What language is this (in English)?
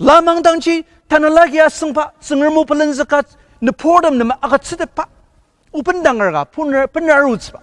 Ao Naga